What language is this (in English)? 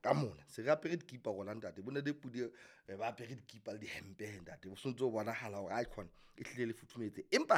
Southern Sotho